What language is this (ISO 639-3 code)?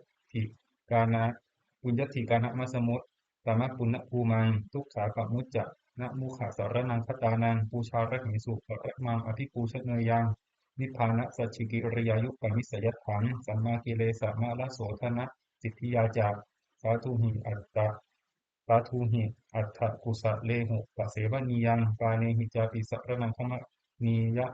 pli